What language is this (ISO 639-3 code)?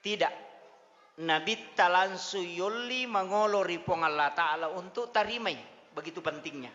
bug